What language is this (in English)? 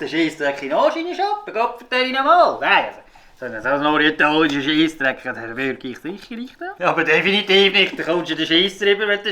Swiss German